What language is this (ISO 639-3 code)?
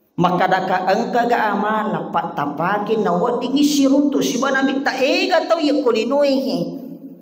bug